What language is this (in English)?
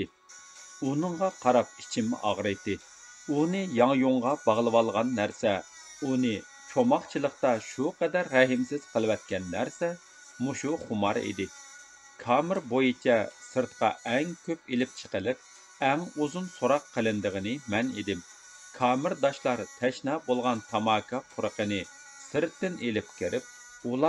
Uyghur